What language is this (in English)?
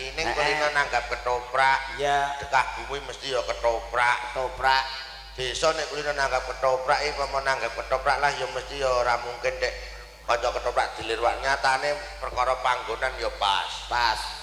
Javanese